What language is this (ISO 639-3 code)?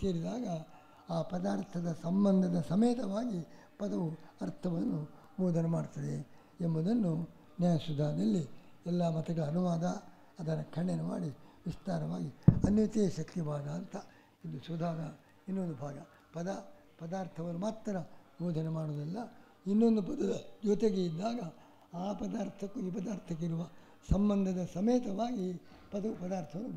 kan